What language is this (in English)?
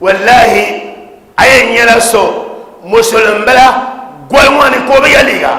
Dagbani